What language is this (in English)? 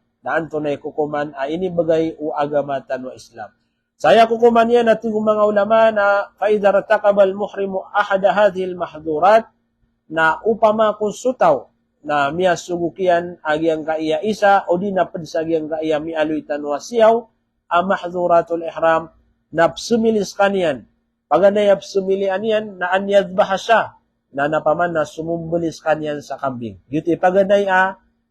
Maranao